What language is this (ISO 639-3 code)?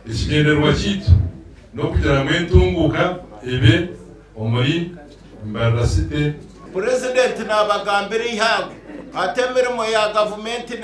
nyn